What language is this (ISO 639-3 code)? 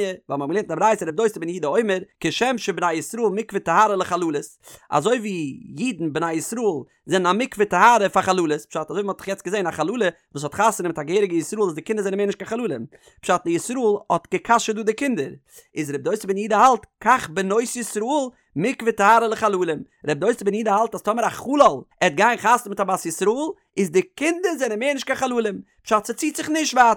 yid